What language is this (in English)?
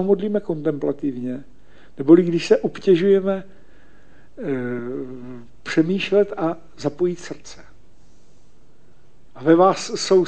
Czech